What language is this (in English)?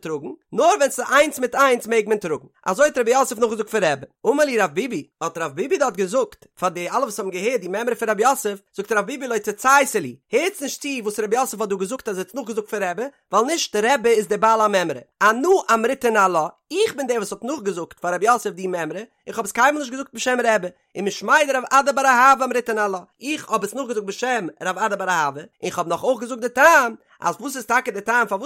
Yiddish